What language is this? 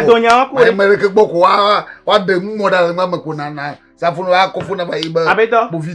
Ewe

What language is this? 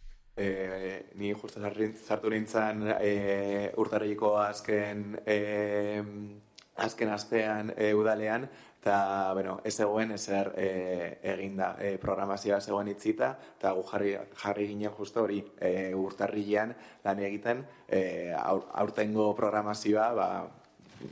Basque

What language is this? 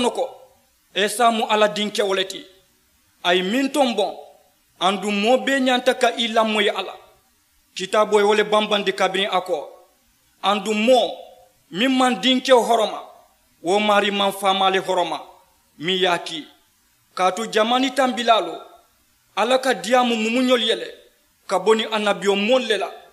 Mandingo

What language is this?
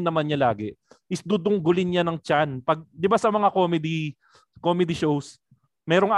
Filipino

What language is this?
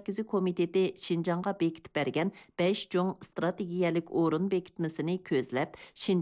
Uyghur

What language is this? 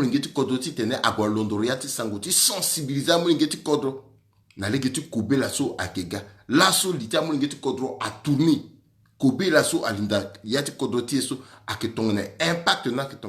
Sango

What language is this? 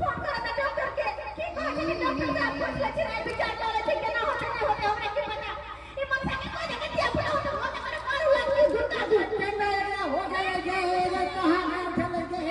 Maithili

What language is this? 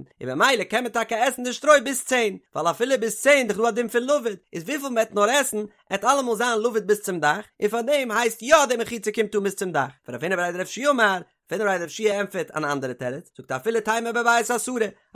Yiddish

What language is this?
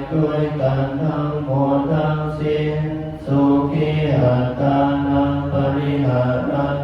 Pali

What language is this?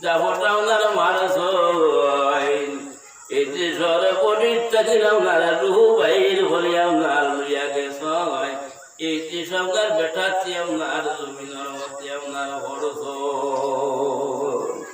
Sylheti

